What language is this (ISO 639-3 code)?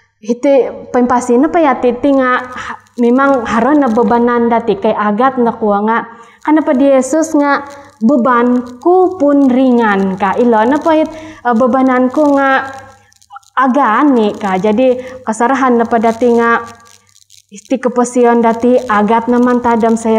dtp